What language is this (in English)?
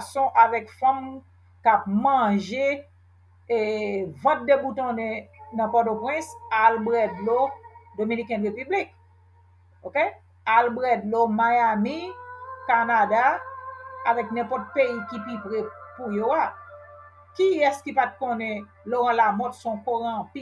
Haitian Creole